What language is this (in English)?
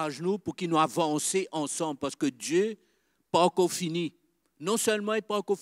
Morisyen